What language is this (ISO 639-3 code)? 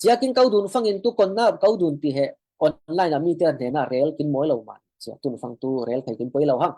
cfm